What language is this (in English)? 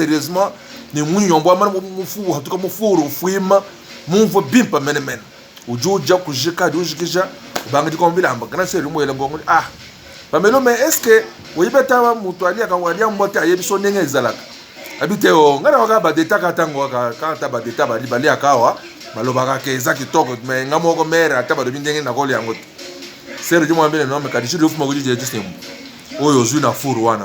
Luba-Lulua